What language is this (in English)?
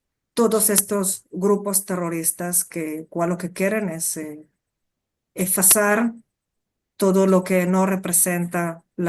Ladino